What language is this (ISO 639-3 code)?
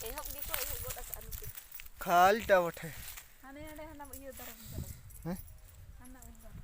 sat